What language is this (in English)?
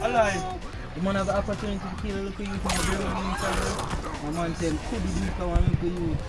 Jamaican Creole English